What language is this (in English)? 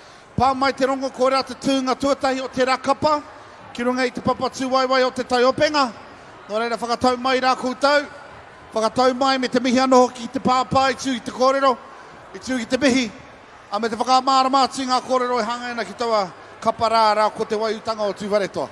Māori